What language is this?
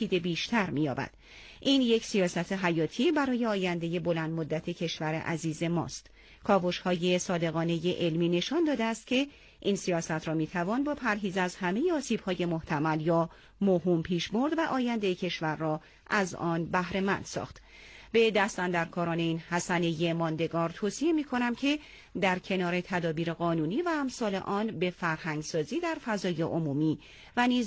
Persian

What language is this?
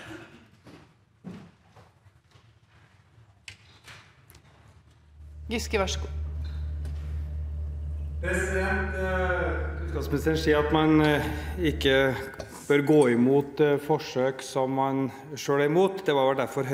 Norwegian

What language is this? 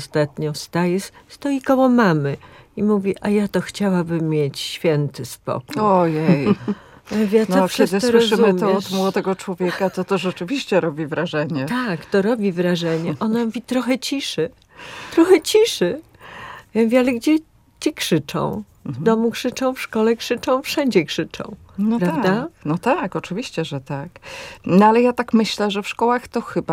Polish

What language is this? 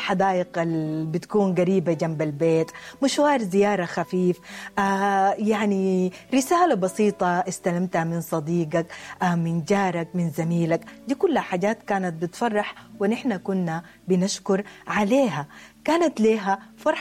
Sudanese Arabic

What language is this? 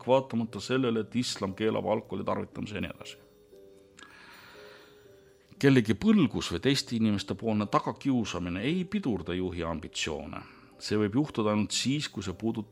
Estonian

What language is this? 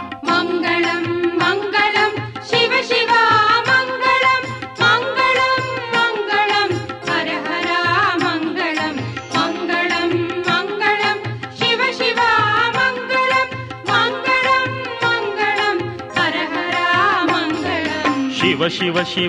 Kannada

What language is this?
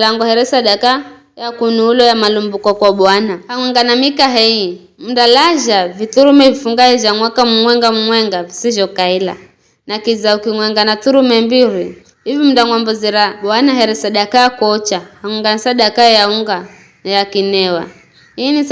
Giryama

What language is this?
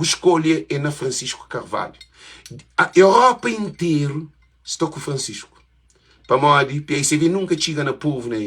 Kabuverdianu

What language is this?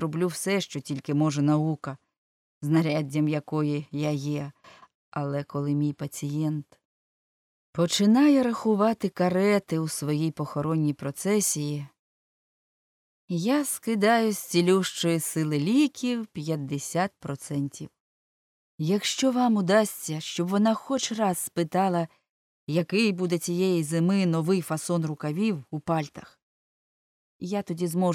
Ukrainian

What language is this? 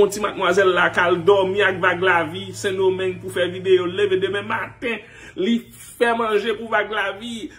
Haitian Creole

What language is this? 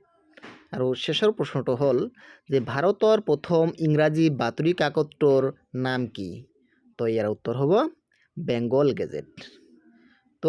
Assamese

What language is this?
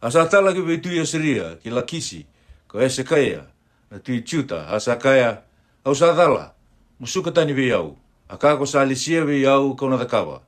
Fijian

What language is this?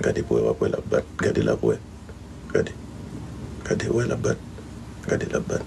Haitian Creole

